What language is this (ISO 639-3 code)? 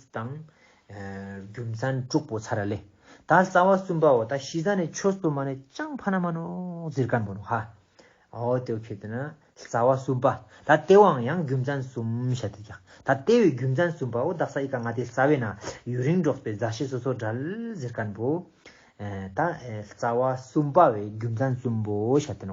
lbj